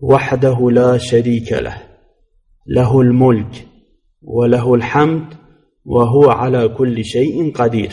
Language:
Kurdish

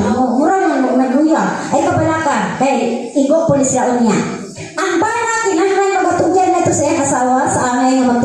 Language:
Cebuano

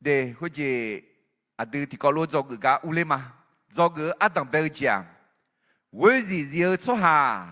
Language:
Akha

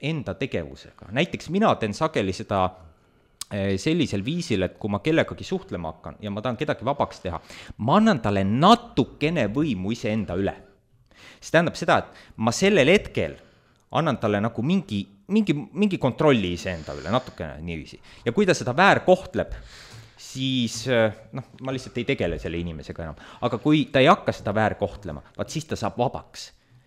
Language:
Estonian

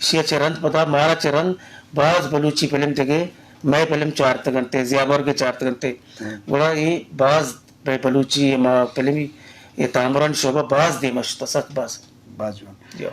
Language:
Eastern Balochi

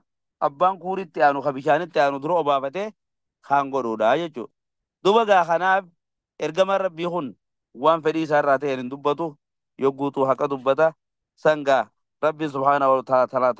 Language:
Oromo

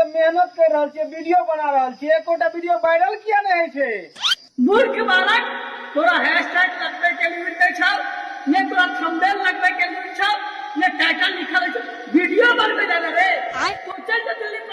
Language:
Maithili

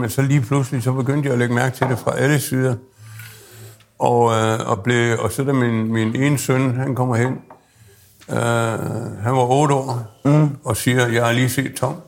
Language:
Danish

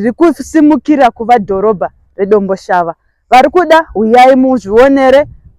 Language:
Shona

